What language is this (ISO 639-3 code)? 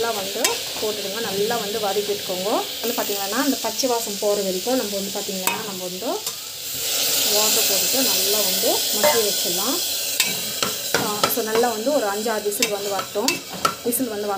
tam